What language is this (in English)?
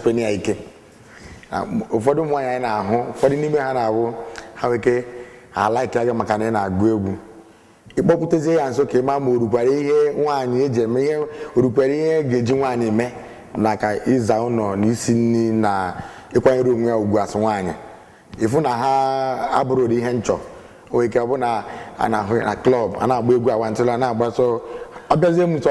Igbo